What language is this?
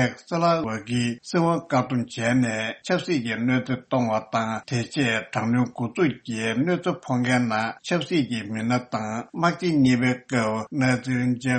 Tibetan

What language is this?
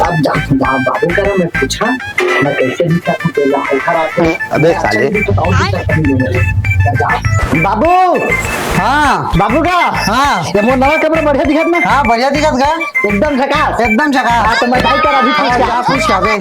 Chhattisgarhi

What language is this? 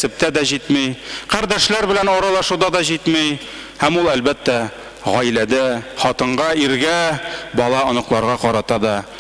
Tatar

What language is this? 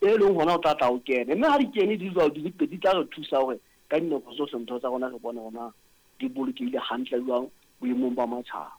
Southern Sotho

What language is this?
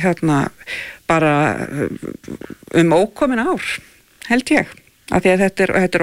Icelandic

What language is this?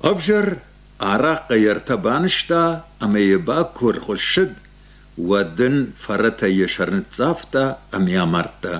Ossetic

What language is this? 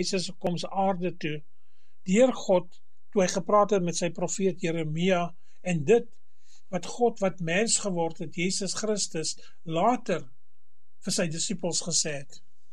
Afrikaans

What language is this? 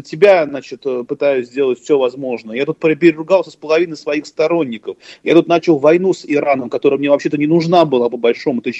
Russian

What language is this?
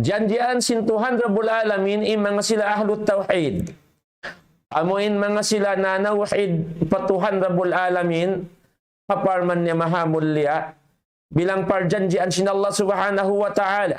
Tausug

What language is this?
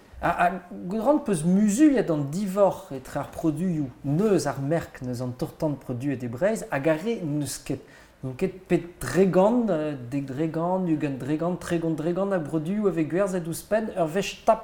Breton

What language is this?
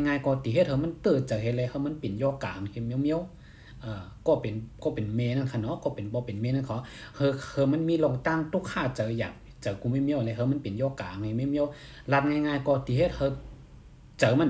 Shan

